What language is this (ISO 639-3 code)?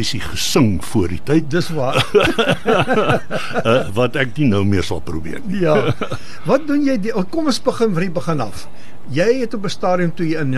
afr